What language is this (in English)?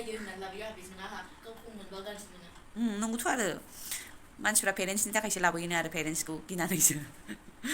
Bodo